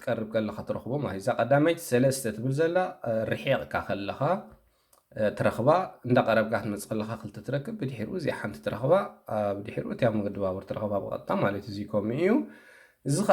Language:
Tigrinya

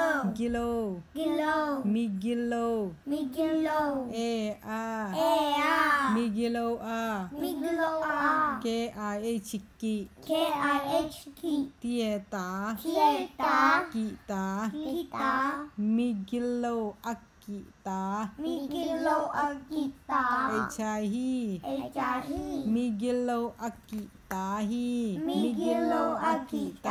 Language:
Tedim Chin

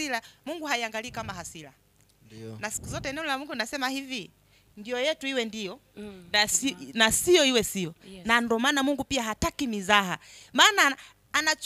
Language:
Swahili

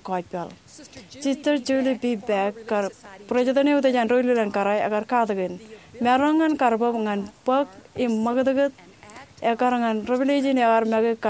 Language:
Marshallese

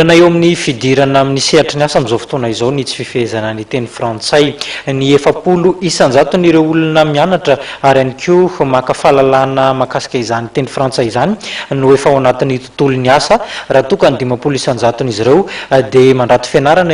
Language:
Malagasy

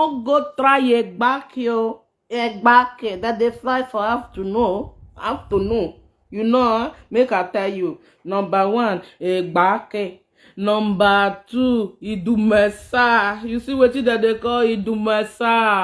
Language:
Nigerian Pidgin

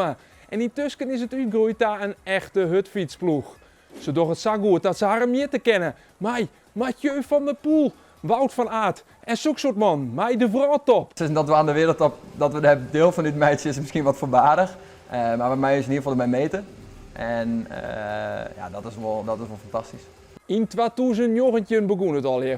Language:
Western Frisian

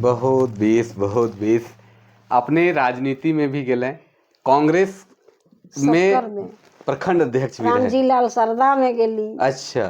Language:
Sadri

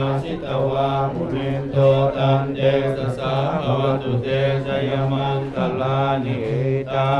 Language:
Pali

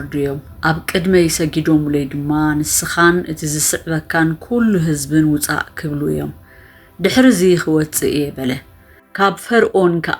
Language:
Tigrinya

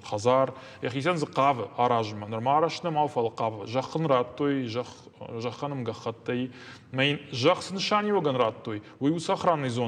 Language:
Ossetic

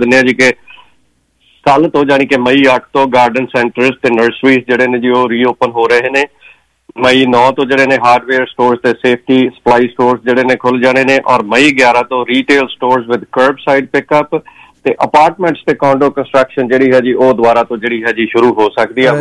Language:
Punjabi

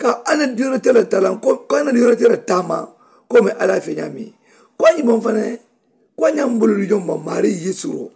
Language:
Mandingo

